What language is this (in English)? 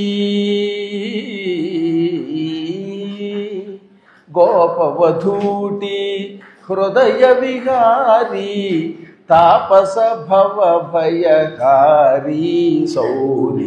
Telugu